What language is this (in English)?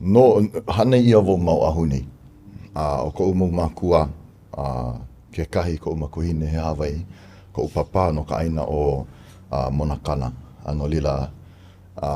Hawaiian